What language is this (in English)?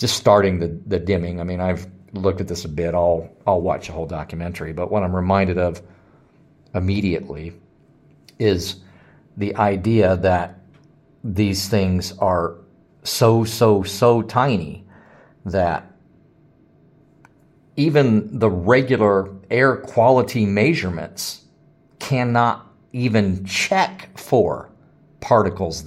English